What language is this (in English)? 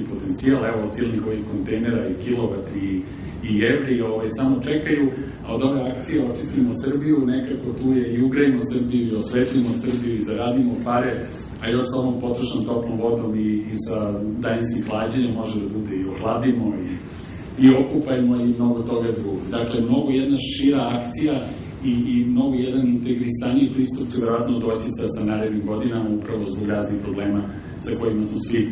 Serbian